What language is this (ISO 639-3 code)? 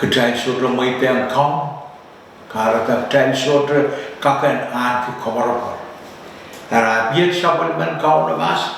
pon